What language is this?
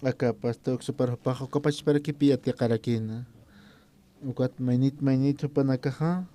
Aymara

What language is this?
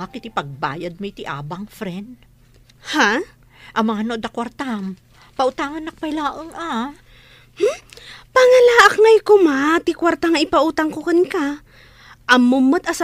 Iloko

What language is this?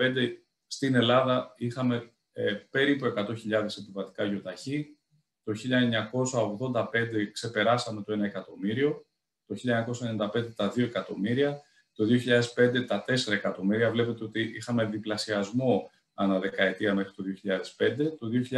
Greek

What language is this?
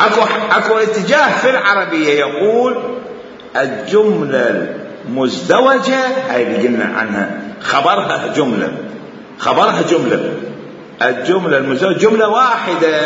Mesopotamian Arabic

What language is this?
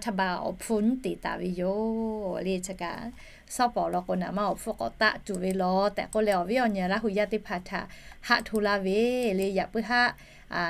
Lahu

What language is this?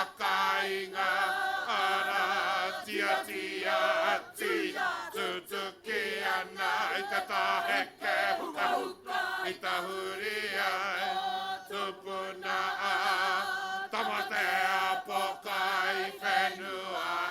Māori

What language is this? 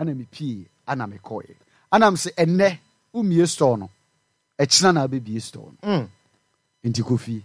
Akan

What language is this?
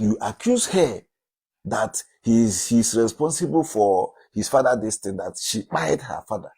Igbo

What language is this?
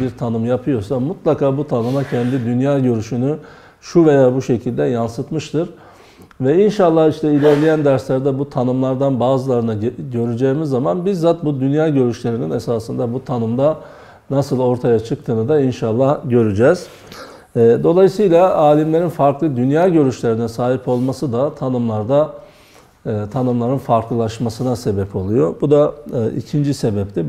Turkish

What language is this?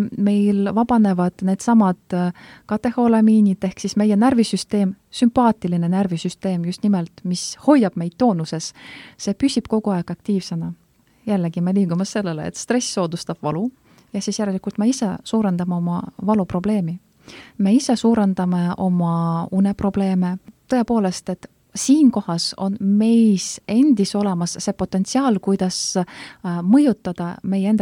Estonian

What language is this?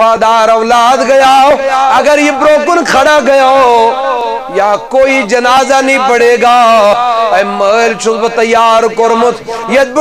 Kashmiri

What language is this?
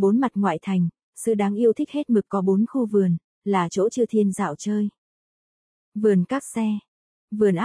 Vietnamese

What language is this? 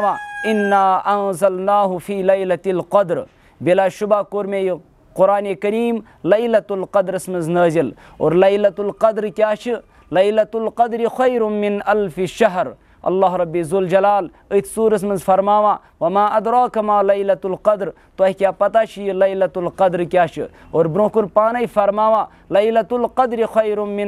Kashmiri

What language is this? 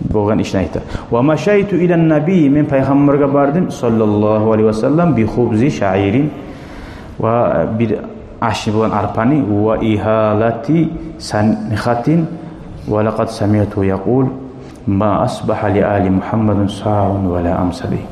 Kumyk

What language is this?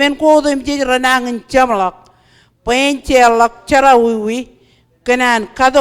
Marshallese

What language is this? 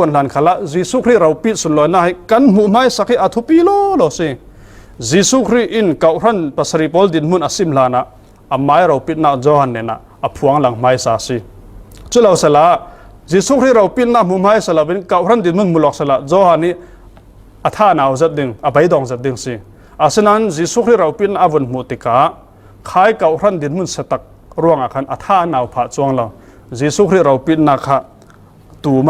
Falam Chin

